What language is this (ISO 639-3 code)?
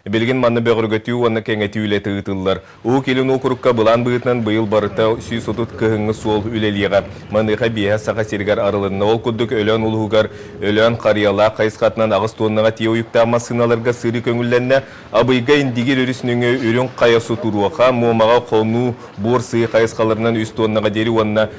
sah